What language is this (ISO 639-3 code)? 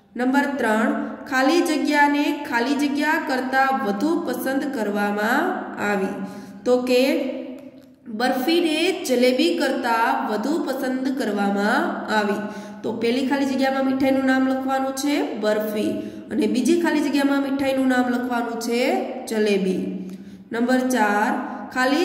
guj